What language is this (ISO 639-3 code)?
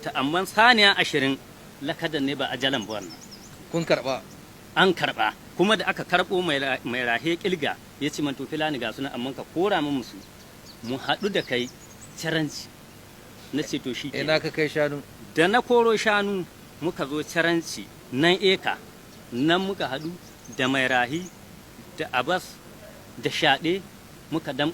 hau